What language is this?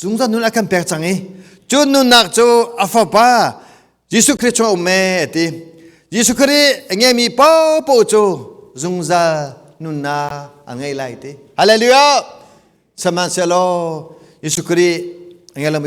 Hakha Chin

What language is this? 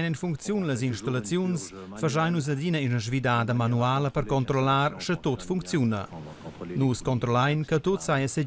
Romansh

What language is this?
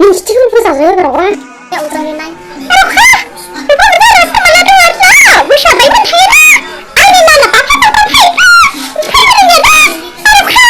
Dimasa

